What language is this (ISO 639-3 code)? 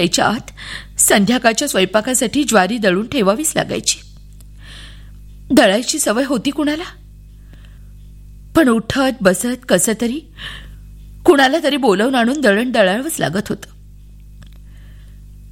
mar